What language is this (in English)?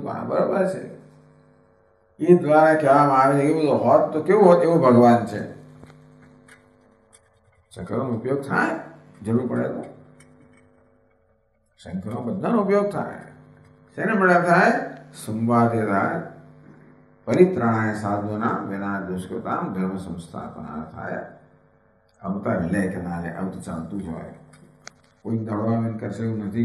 Gujarati